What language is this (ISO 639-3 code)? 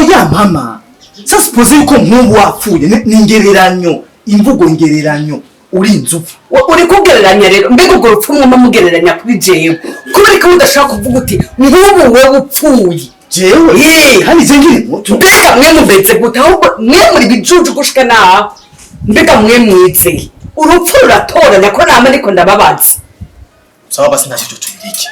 run